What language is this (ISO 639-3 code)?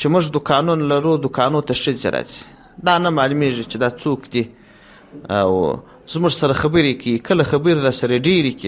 pus